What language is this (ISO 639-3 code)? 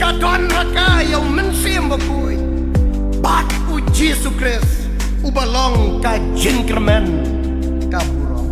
kha